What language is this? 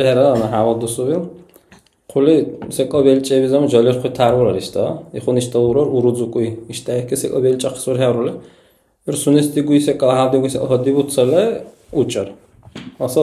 Dargwa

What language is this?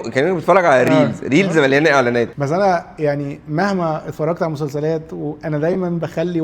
Egyptian Arabic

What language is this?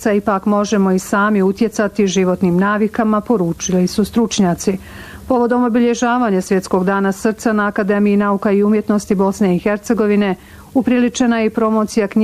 Bosnian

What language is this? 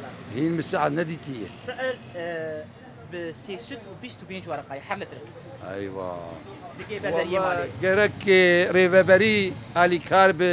Kurdish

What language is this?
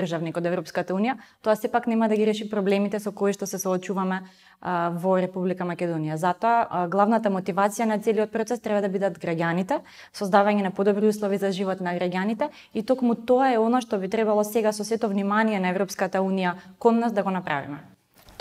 Macedonian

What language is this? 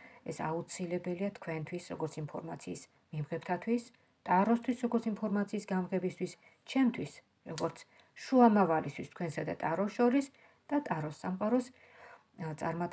Georgian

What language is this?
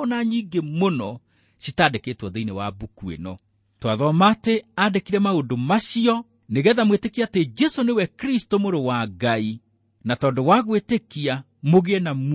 Kikuyu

